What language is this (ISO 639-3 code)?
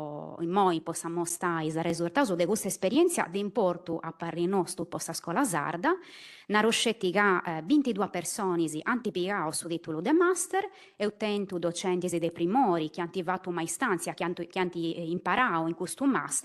srd